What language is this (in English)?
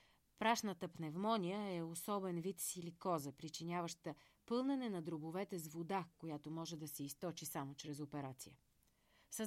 Bulgarian